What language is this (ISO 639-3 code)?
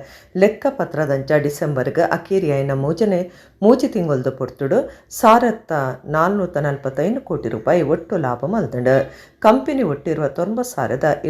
tcy